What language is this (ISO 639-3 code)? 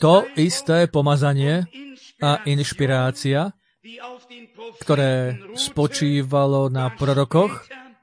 slk